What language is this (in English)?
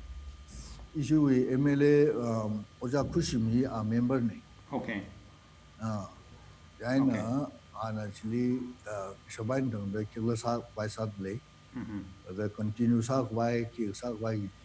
Tangkhul Naga (India)